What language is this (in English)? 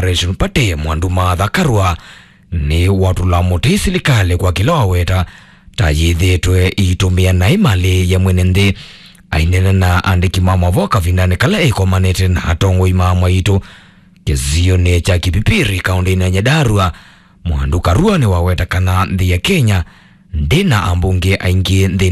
Kamba